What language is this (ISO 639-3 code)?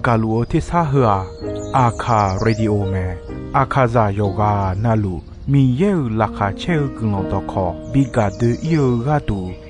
ahk